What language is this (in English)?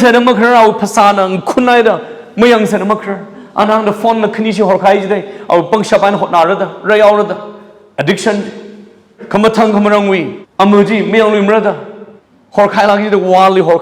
Tangkhul Naga (India)